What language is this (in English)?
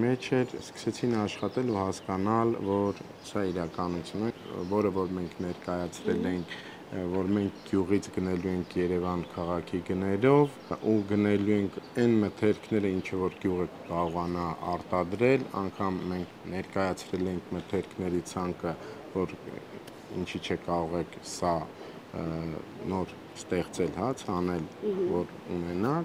Armenian